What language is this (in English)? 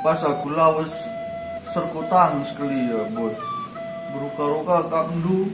Batak Karo